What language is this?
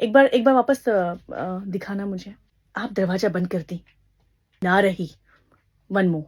Bhojpuri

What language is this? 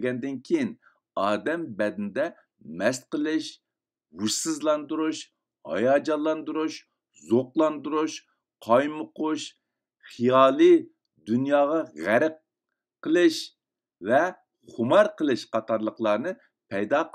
Uyghur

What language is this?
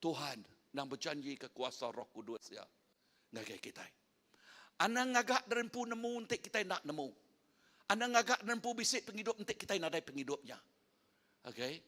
Iban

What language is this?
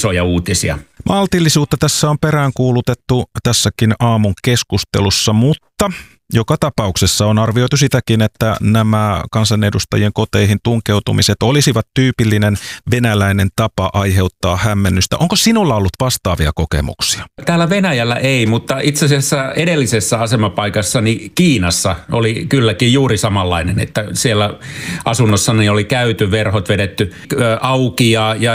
Finnish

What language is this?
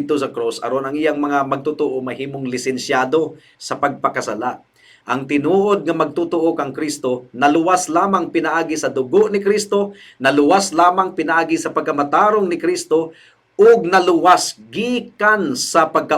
Cebuano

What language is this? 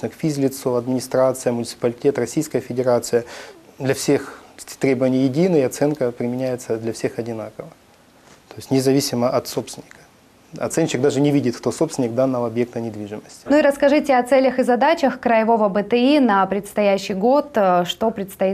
Russian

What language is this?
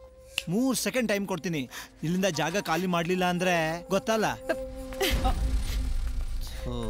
Kannada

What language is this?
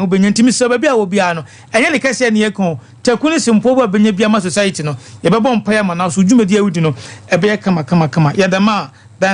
Akan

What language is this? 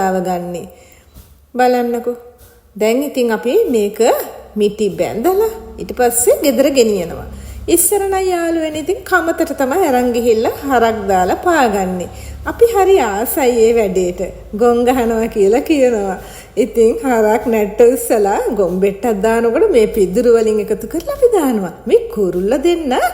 Sinhala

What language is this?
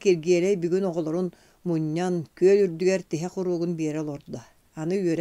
Yakut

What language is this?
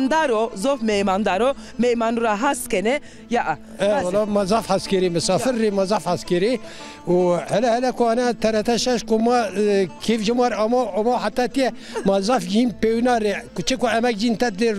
Zaza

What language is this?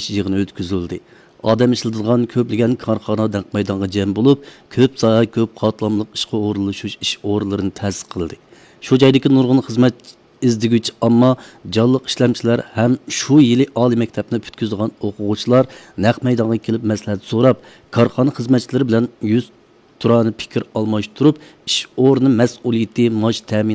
Uyghur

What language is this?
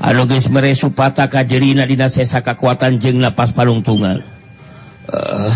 Sundanese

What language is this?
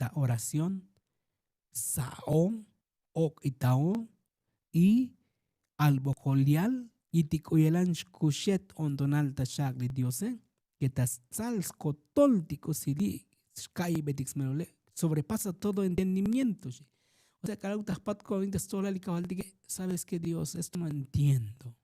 Tzotzil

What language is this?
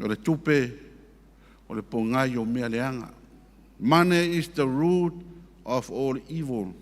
Samoan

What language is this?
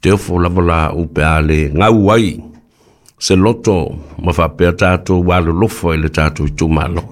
Samoan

